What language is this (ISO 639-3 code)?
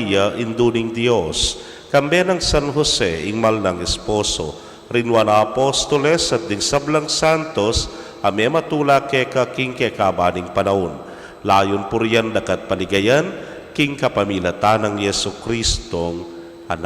pam